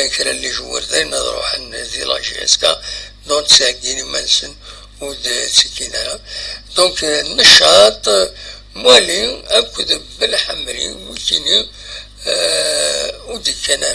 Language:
Kabyle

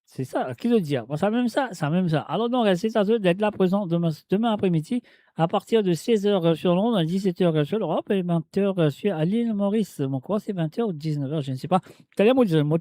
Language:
Morisyen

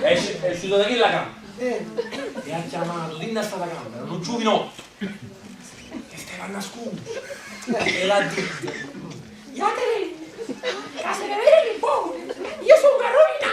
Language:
Neapolitan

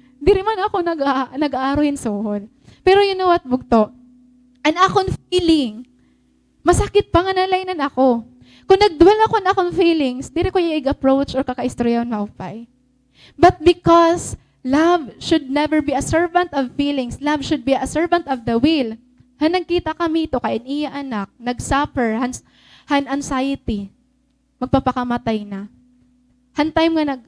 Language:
Waray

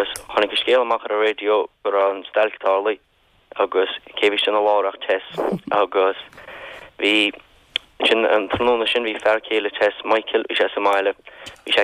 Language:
Irish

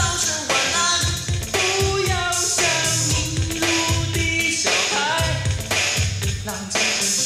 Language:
Chinese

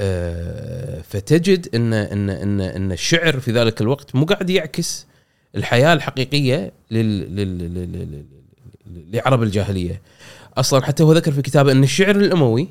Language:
Gulf Arabic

